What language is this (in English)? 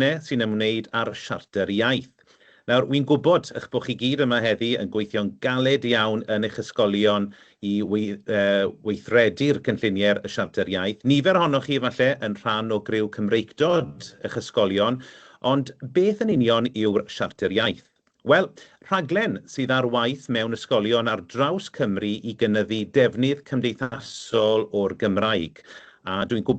Welsh